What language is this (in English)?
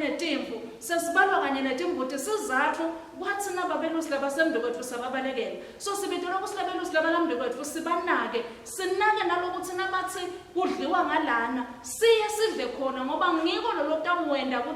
Swati